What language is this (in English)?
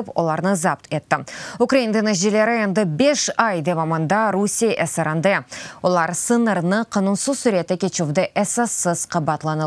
Crimean Tatar